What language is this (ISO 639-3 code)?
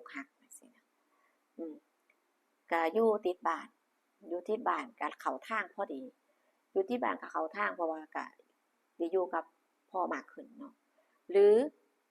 lao